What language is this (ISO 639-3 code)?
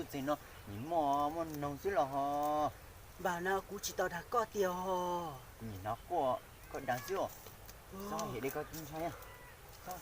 hmn